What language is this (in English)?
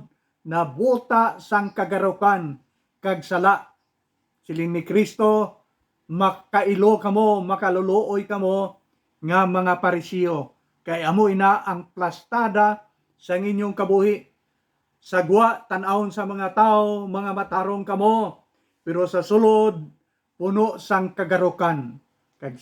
Hiligaynon